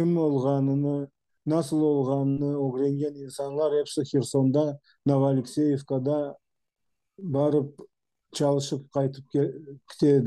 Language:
Crimean Tatar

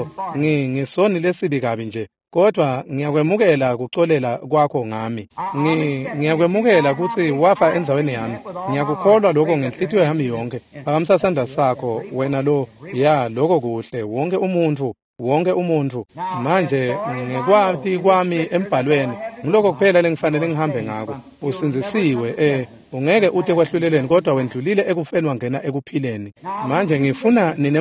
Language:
Swati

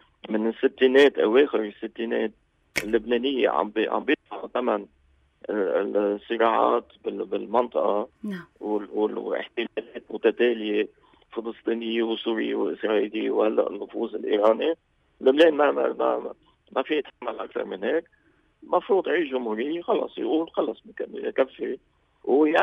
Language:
North Levantine Arabic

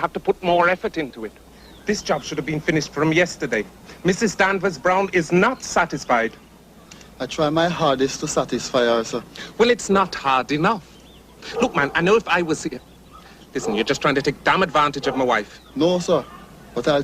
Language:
Jamaican Creole English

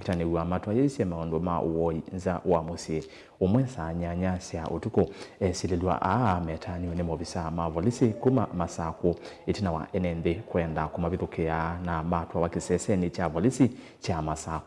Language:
Kamba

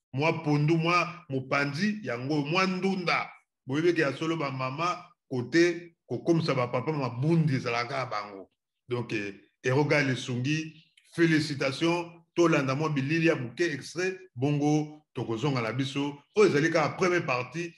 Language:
Lingala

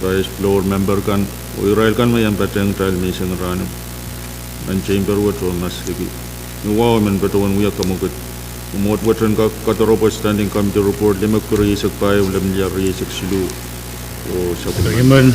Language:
Pohnpeian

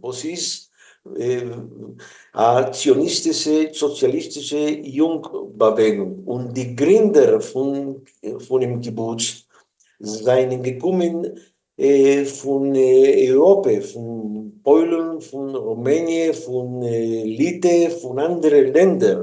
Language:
Yiddish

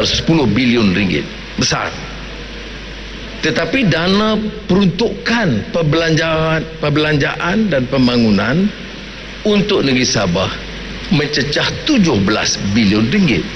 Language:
Malay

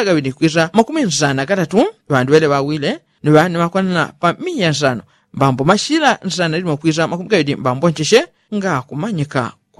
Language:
Yao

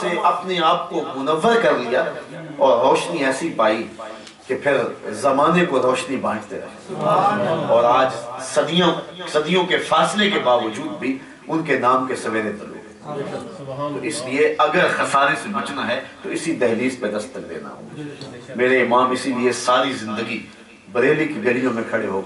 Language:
Urdu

